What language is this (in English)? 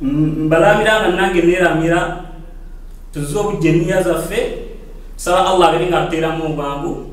Ganda